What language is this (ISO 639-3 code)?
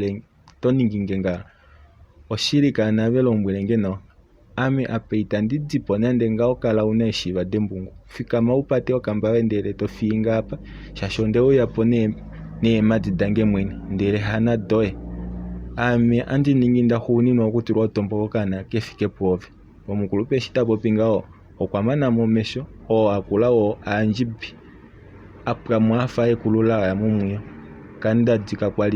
kua